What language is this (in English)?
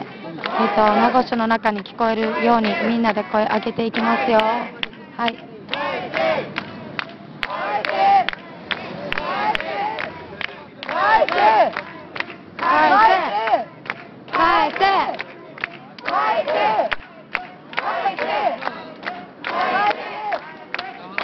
Japanese